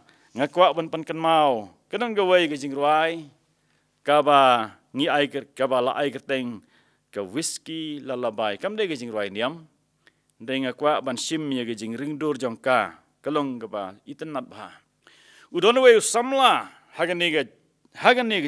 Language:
Khasi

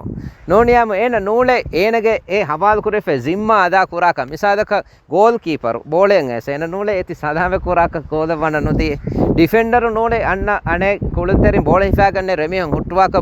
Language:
Divehi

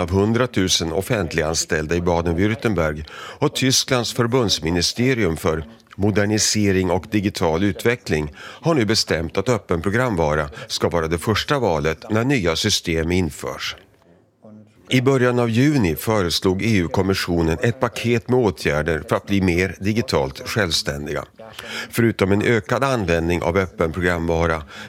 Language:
Swedish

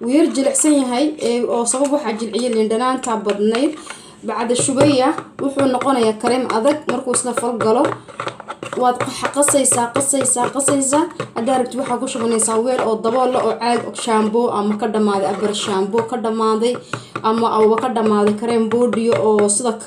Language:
Somali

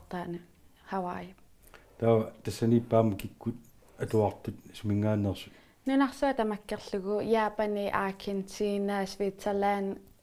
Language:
Kalaallisut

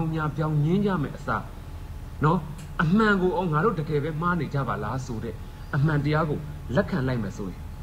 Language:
Burmese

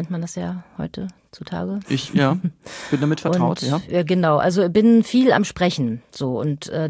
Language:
German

